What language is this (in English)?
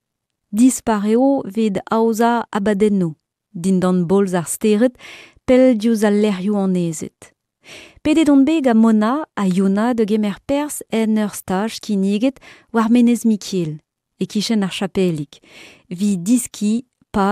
Breton